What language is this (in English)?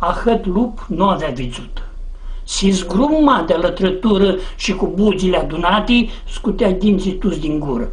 Aromanian